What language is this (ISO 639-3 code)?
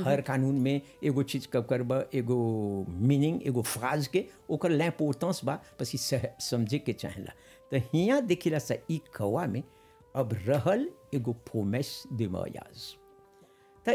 bho